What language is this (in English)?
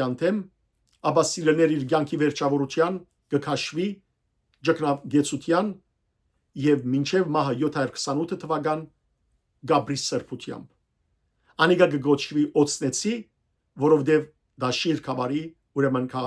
Western Armenian